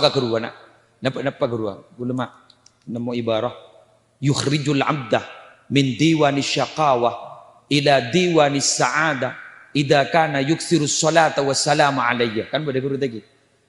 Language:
Madurese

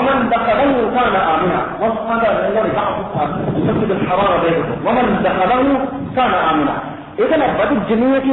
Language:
Divehi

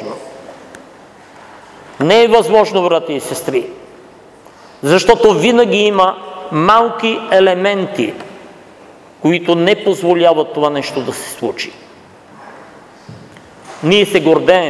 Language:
Bulgarian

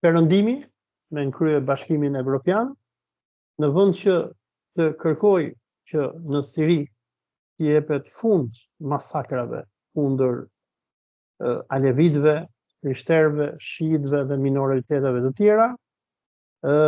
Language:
Albanian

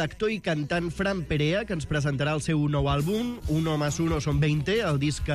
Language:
Catalan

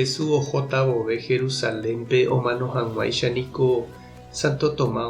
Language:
Guarani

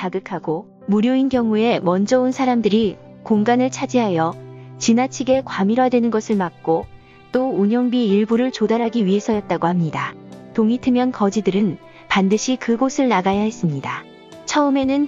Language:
Korean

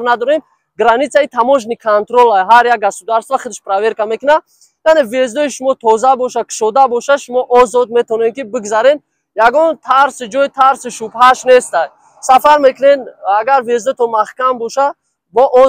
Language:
Tajik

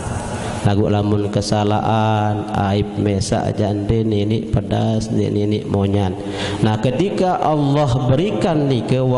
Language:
Sasak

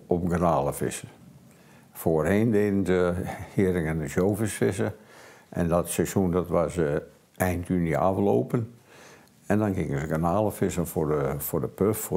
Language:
Western Frisian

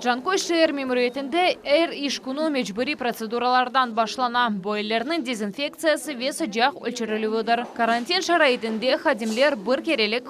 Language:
Crimean Tatar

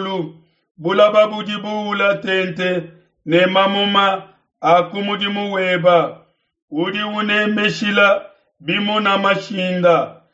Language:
Luba-Lulua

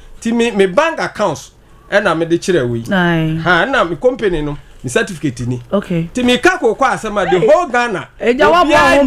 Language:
Akan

